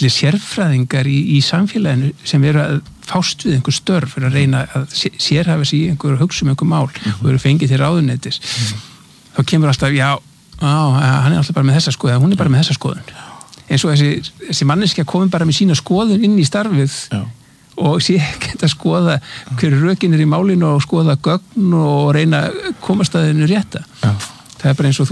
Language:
Icelandic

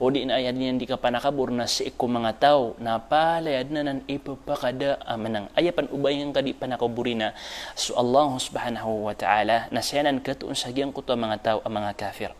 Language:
Maranao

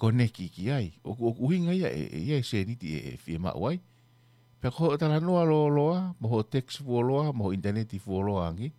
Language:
Tongan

